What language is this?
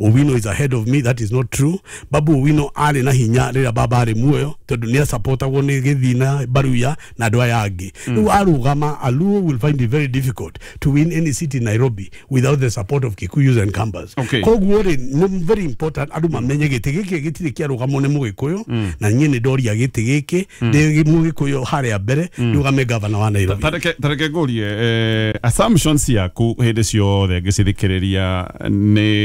Kikuyu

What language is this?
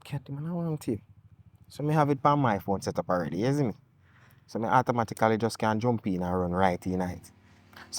Jamaican Creole English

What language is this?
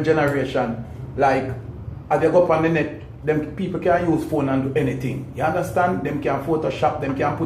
Jamaican Creole English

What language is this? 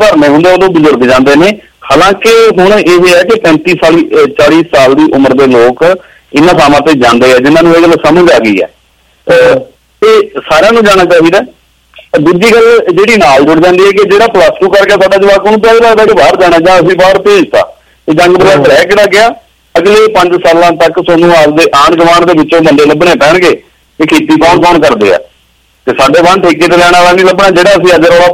Punjabi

